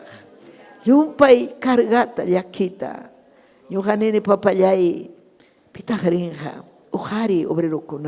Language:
Ayacucho Quechua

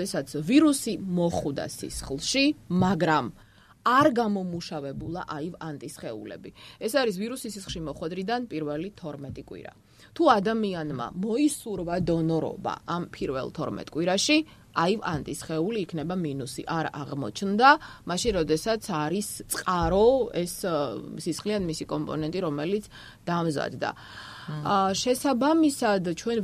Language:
Georgian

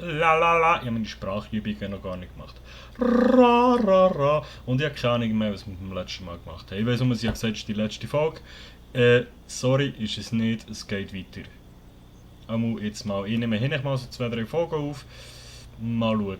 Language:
Swiss German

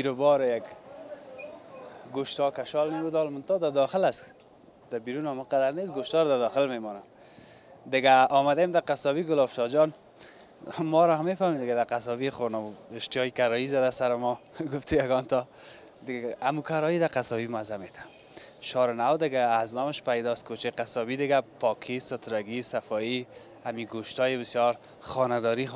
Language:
Persian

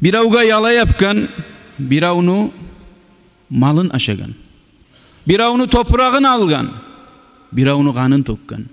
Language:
Kumyk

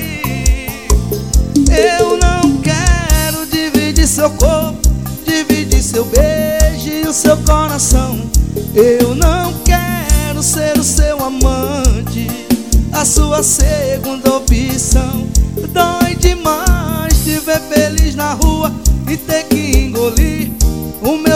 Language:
Portuguese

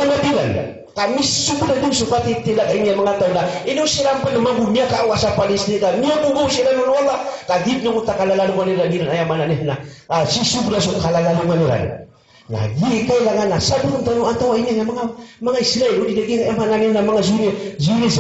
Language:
Maranao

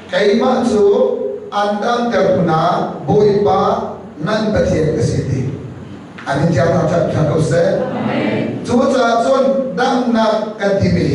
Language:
Hakha Chin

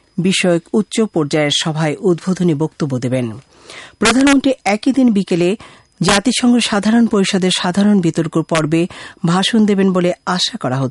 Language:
Bangla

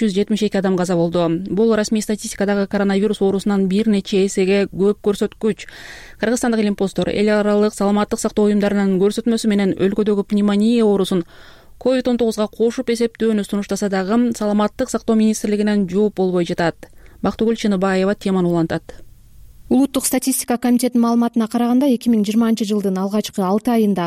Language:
Kyrgyz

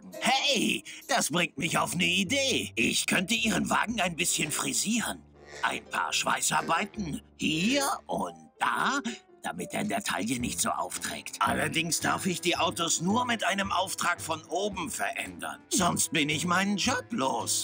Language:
German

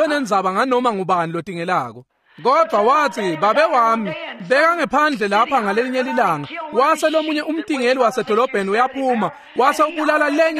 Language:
Swati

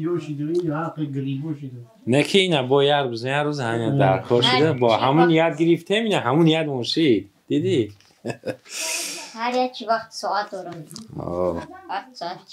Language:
Persian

